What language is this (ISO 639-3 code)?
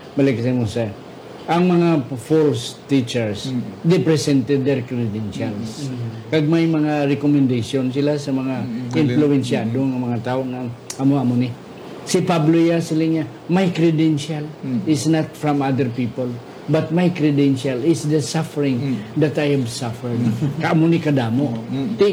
hil